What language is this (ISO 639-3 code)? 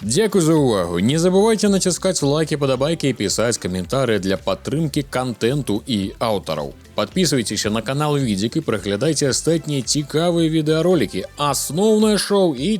bel